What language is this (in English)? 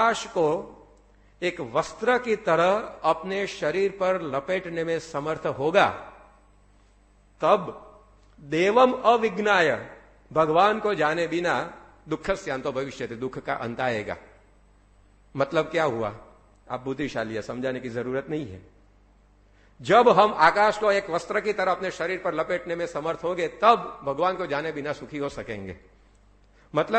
Hindi